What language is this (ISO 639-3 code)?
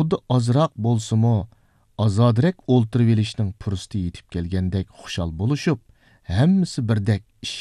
uig